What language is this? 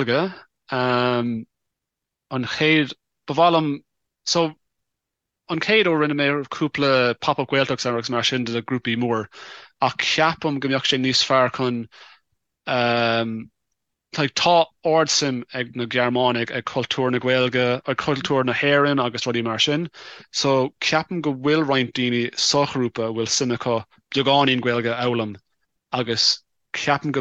Irish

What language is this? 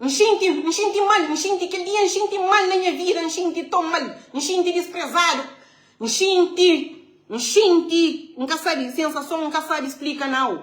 Kabuverdianu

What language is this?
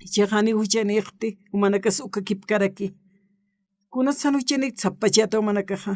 Aymara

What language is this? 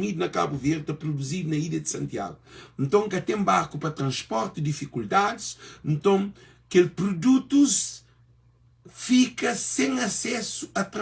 Kabuverdianu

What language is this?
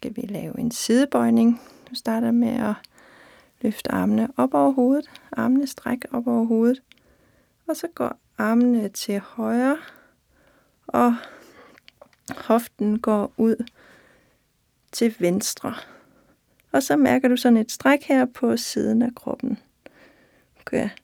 Danish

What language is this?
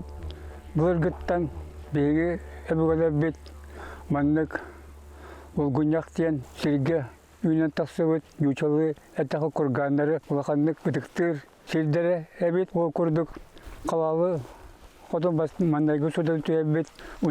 Yakut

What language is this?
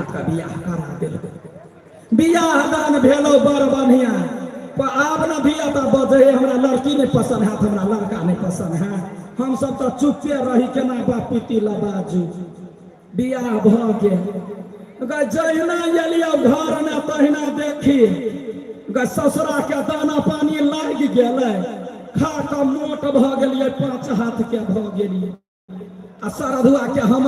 Maithili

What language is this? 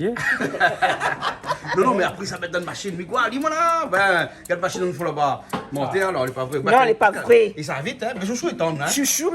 Réunion Creole French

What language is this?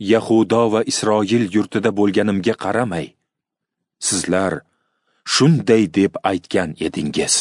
Uzbek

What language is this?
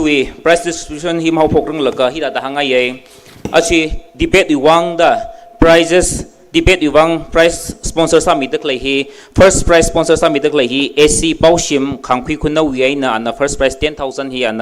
Tangkhul Naga (India)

